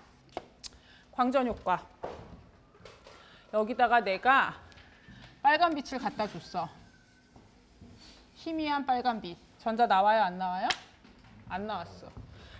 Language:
Korean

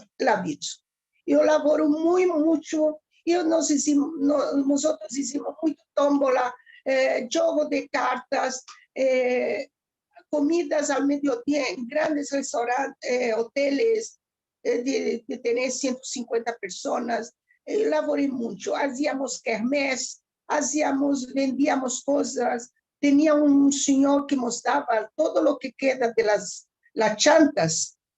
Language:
Ladino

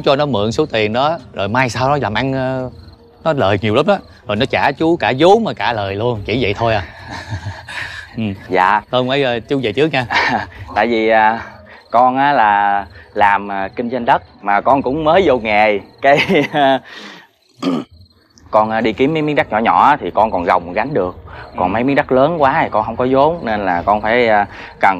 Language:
Vietnamese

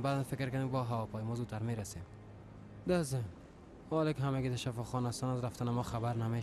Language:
Persian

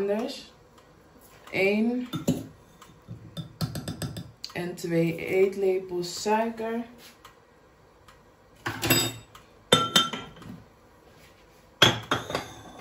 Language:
Dutch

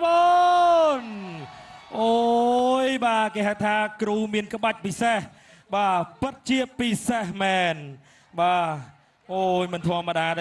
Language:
Khmer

